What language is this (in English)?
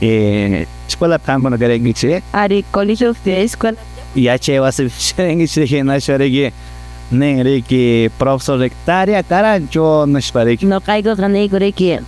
Quechua